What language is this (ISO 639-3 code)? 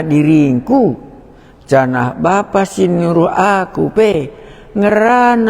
btx